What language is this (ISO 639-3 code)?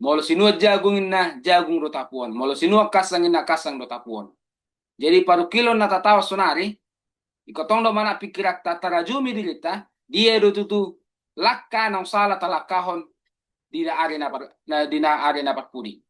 bbc